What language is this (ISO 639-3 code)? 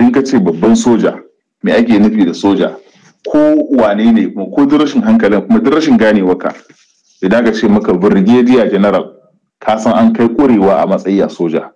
hau